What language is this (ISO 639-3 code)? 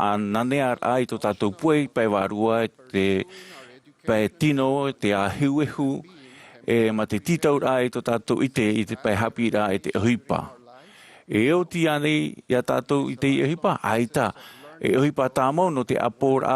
tah